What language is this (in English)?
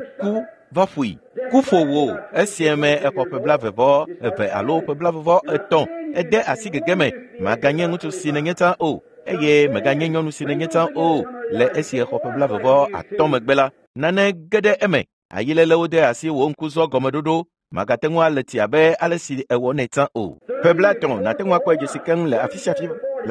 Ewe